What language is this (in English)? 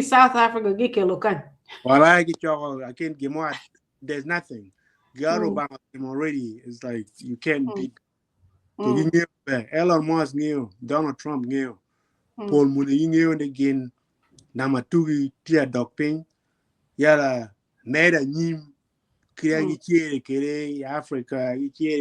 Acoli